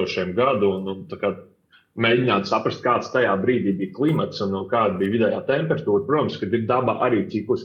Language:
Latvian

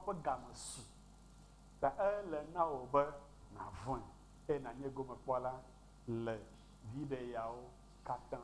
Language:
Ewe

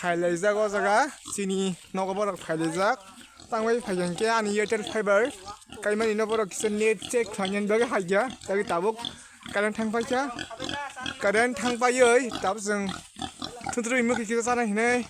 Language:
Kok Borok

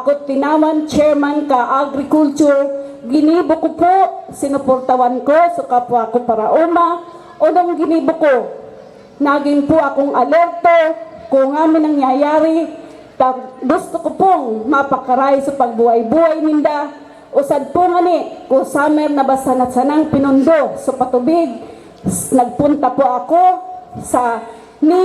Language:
Bikol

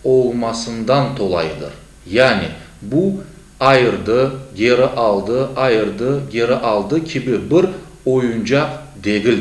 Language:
Crimean Tatar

